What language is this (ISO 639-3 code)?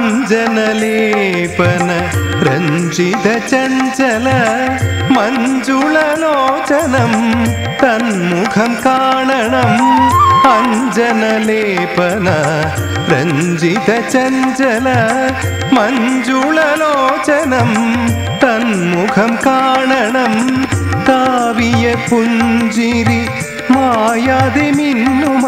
mal